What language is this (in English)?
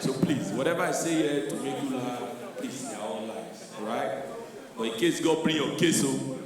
Nigerian Pidgin